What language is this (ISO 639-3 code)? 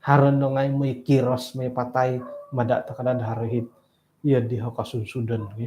dtp